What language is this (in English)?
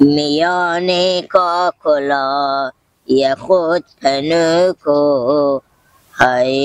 Hazaragi